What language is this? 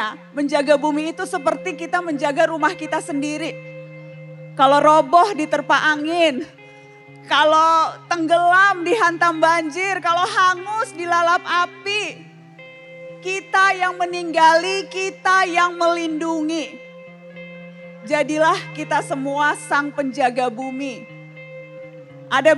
Indonesian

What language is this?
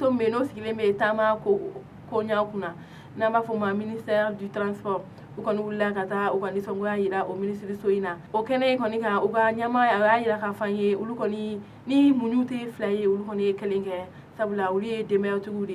Bambara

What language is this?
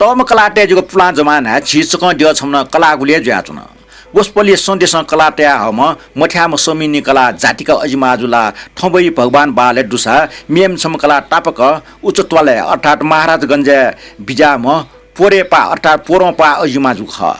Newari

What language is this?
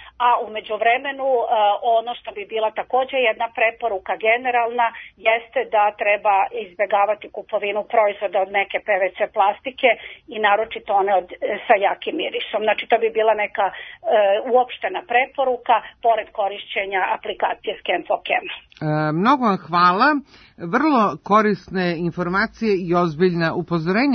Serbian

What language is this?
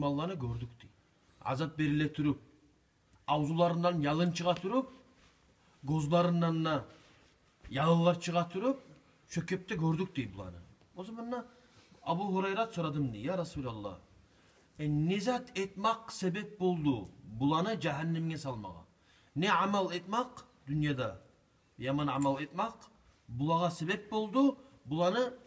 Kumyk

